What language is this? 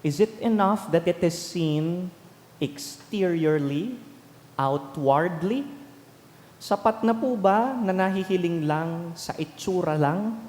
Bikol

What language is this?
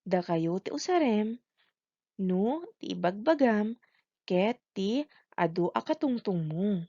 Iloko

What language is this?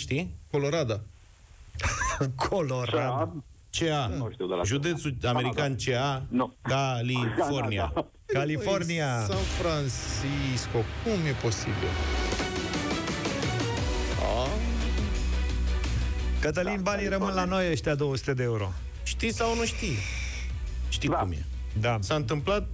Romanian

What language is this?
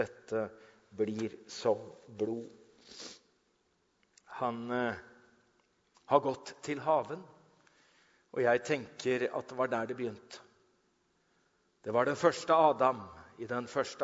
Norwegian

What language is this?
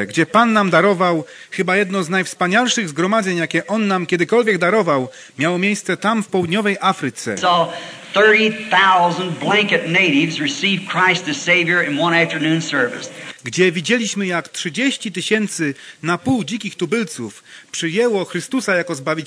Polish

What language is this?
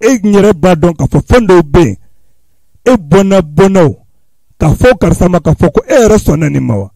Bambara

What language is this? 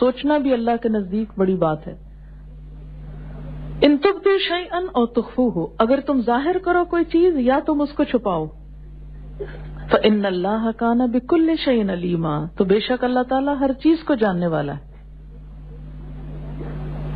Urdu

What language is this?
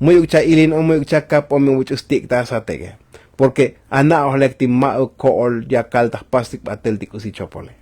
Tzotzil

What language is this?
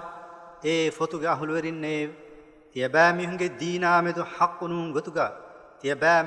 Divehi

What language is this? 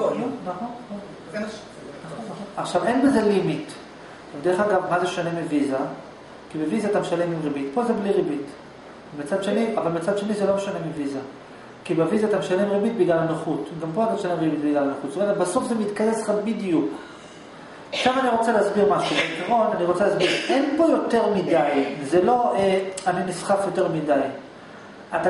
Hebrew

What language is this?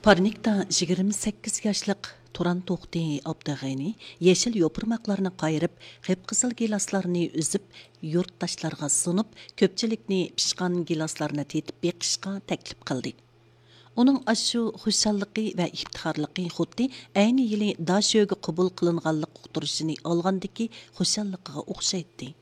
Uyghur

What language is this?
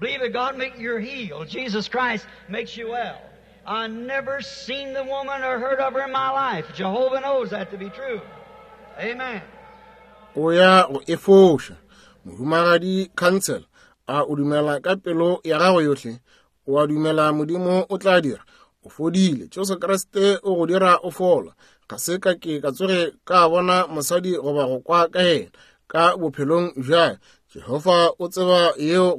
Northern Sotho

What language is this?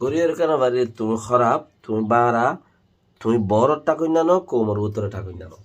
Rohingya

